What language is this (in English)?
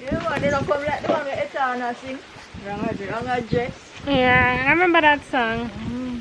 Jamaican Creole English